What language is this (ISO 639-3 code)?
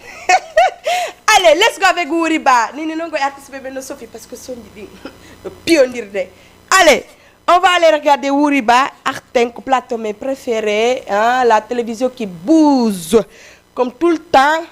ful